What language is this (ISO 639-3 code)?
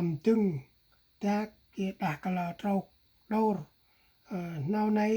cmo